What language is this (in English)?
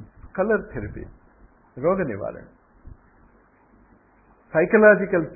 Telugu